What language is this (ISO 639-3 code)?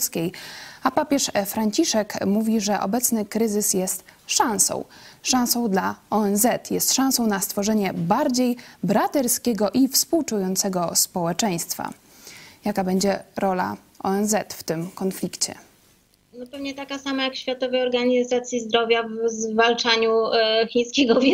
pol